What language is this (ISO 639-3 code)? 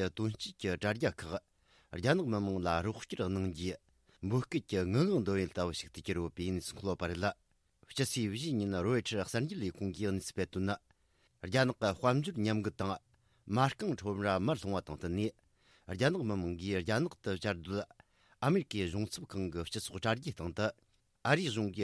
bod